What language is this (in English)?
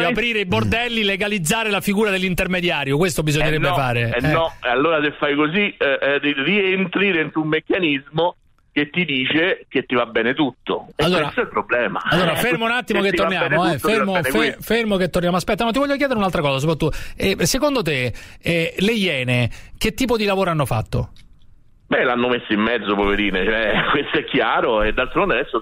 Italian